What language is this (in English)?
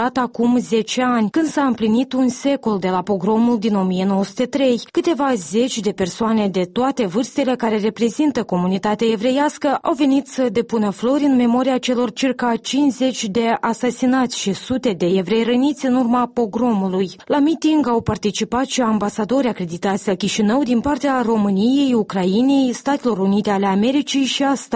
Romanian